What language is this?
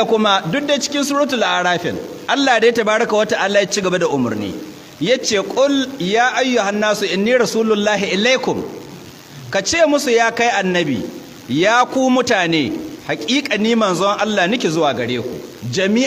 Hausa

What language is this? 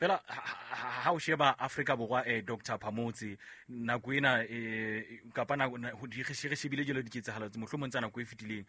Southern Sotho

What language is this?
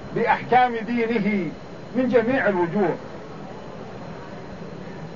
Arabic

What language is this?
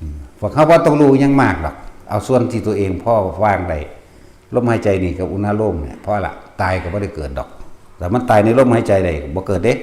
Northeastern Thai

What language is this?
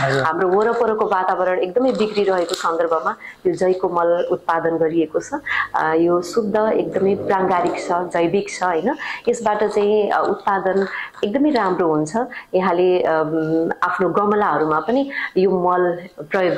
Nepali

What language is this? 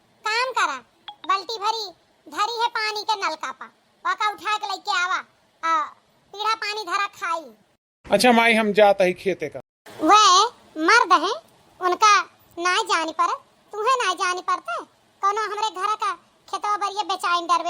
Awadhi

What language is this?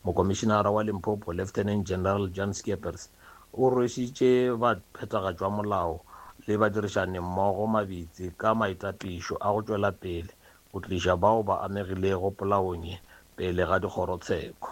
Northern Sotho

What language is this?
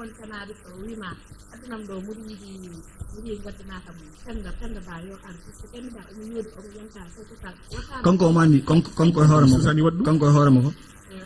Fula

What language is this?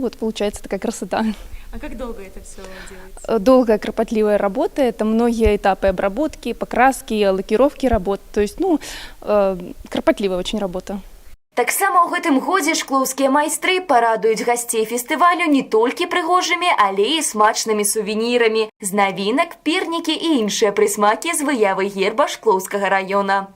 Belarusian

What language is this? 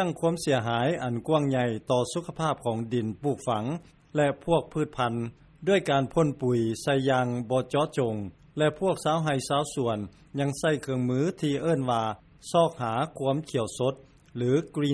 Lao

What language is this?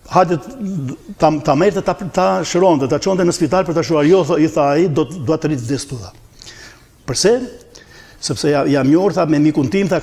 Albanian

